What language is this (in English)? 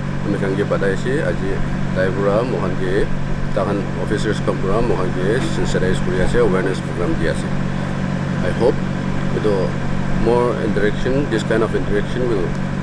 Naga Pidgin